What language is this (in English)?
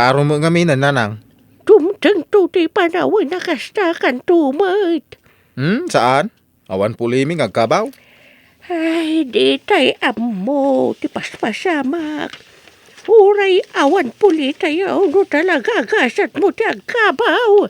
Iloko